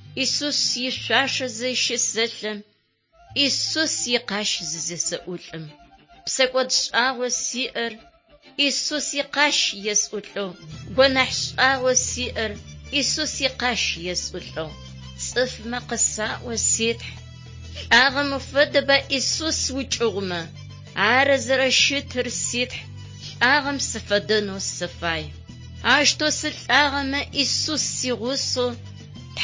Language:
Adyghe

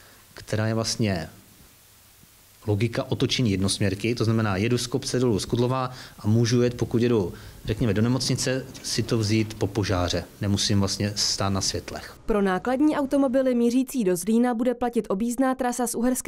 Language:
Czech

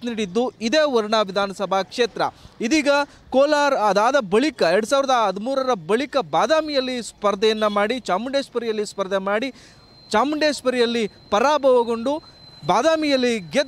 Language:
Kannada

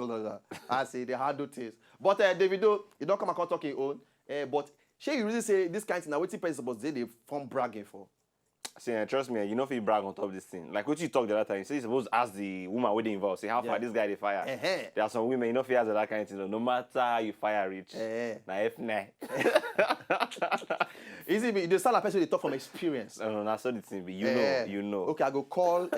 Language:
Nigerian Pidgin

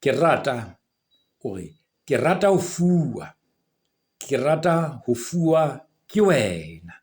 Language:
Southern Sotho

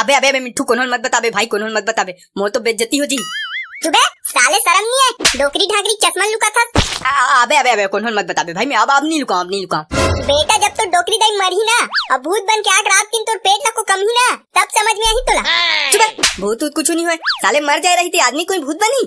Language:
Chhattisgarhi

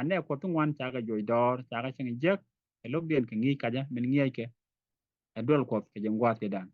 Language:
Nuer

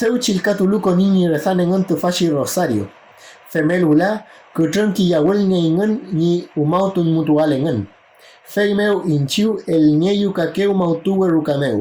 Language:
Mapuche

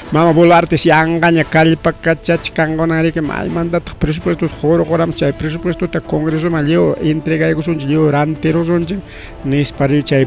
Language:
Ayacucho Quechua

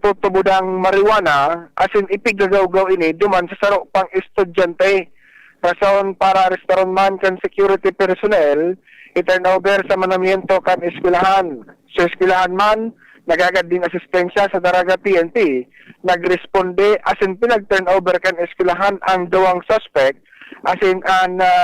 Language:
Bikol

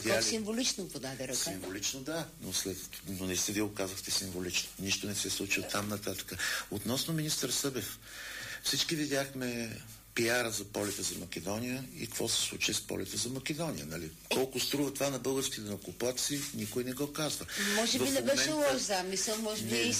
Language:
Bulgarian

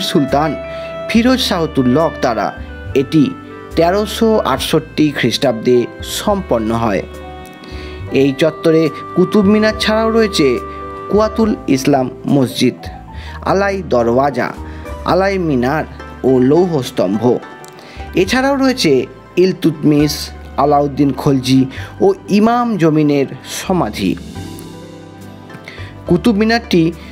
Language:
Bangla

